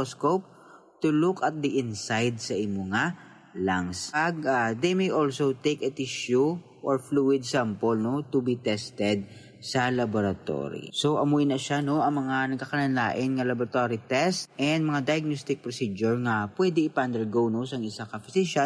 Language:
Hiligaynon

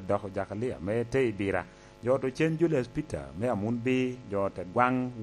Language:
Lango (Uganda)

